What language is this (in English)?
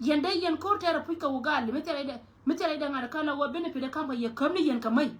Nuer